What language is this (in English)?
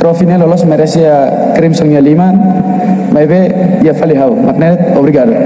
Tetum